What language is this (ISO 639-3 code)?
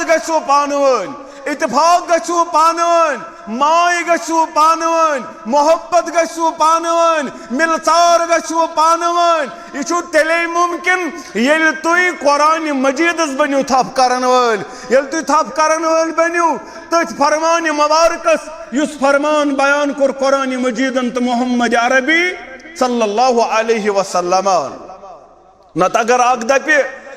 kas